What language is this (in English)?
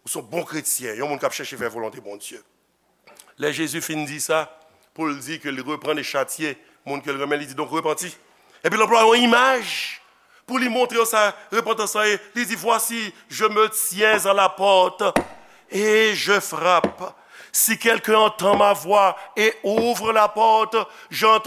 Haitian Creole